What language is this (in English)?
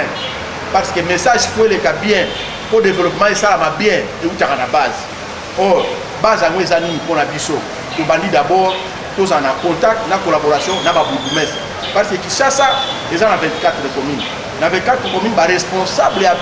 Lingala